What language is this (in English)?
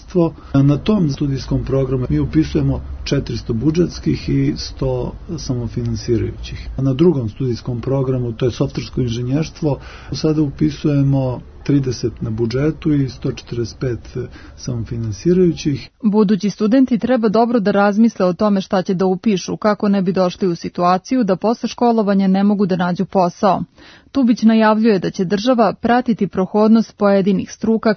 Serbian